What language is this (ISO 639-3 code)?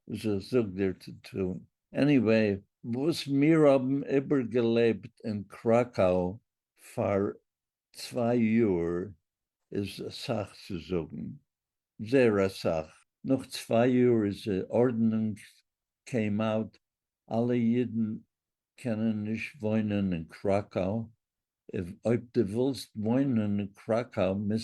yid